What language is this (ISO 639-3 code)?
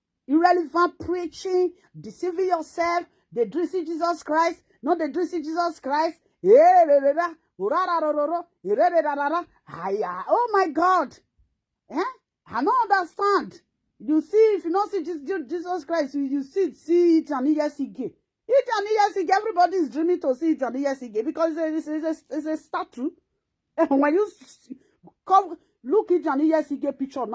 pcm